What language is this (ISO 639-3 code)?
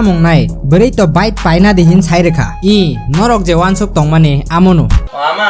trp